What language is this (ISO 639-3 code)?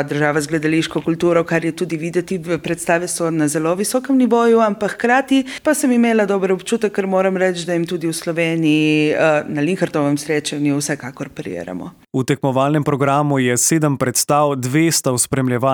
slv